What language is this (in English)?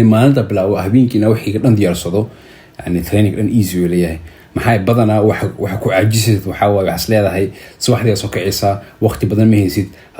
Somali